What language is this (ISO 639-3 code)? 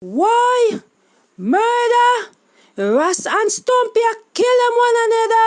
jam